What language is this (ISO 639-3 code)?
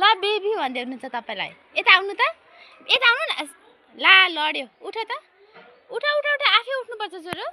nep